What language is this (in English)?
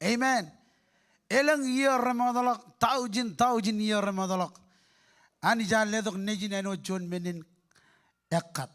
Marshallese